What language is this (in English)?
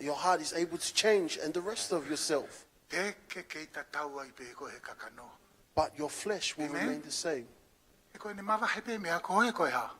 Tongan